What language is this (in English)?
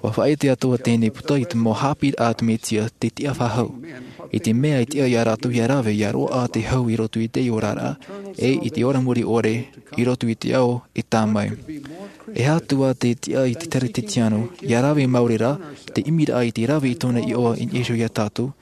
Tahitian